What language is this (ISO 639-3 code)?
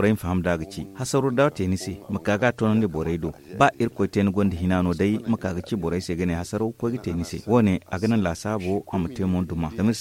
dje